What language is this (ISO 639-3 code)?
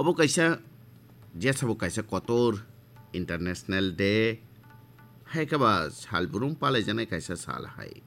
trp